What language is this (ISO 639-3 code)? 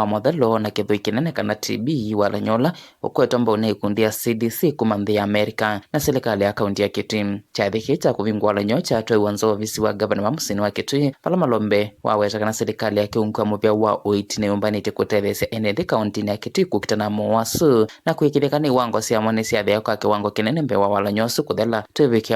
kam